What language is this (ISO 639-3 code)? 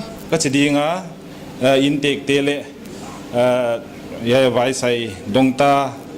pck